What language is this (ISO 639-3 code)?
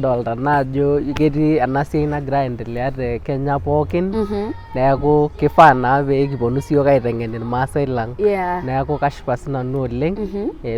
mas